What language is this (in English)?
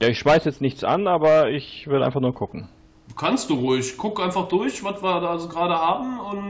German